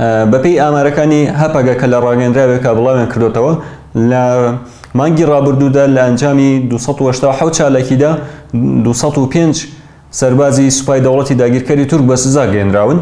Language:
Central Kurdish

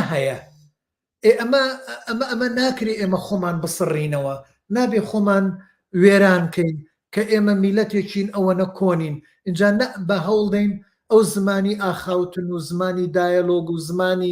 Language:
Central Kurdish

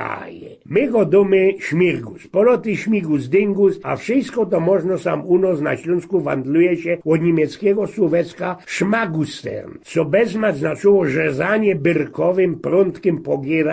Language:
Silesian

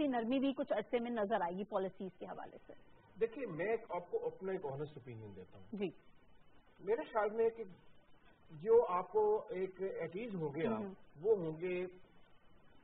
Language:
Urdu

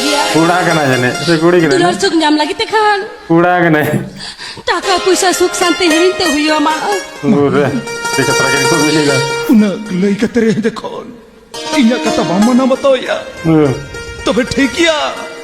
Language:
Santali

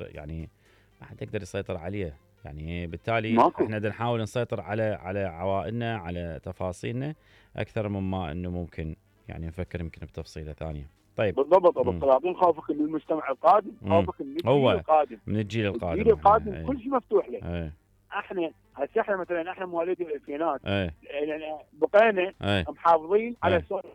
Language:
Mesopotamian Arabic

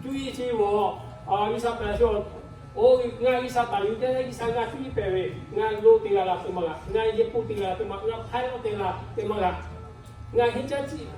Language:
Lahu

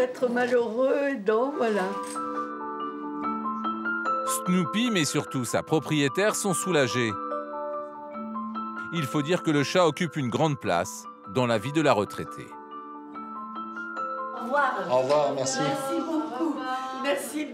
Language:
French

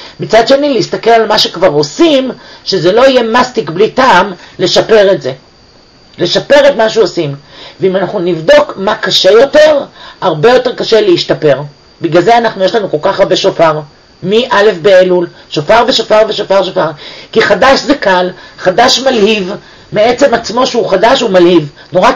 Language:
Hebrew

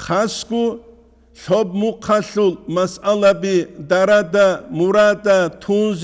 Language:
Avaric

